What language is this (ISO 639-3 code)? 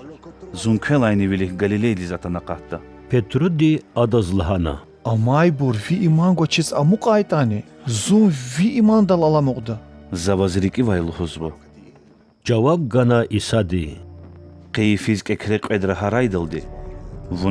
lez